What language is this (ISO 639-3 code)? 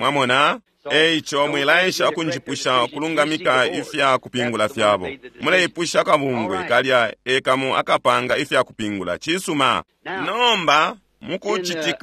bem